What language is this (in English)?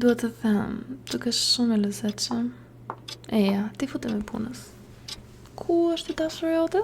Albanian